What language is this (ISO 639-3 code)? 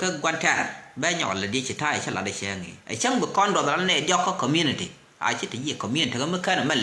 nus